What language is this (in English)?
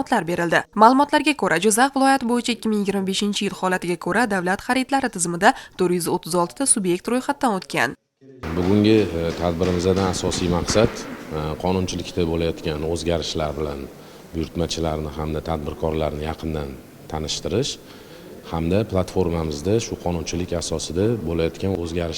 Uzbek